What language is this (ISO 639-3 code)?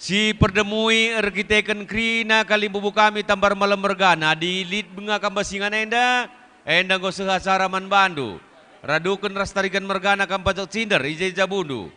btx